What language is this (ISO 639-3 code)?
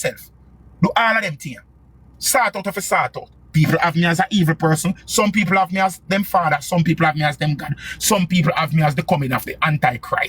jam